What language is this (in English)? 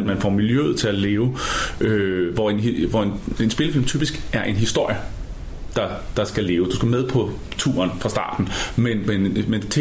Danish